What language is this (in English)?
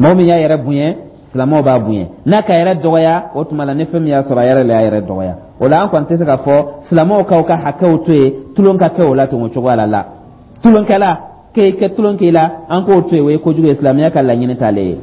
Dyula